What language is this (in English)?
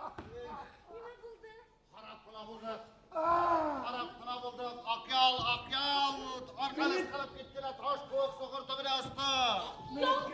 Bashkir